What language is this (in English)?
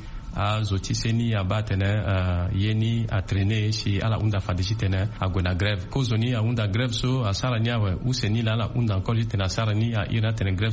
Sango